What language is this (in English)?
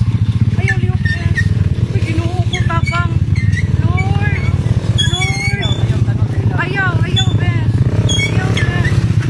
Cebuano